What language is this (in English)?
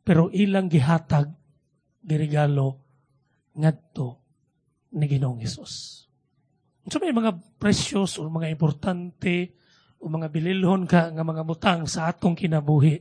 Cebuano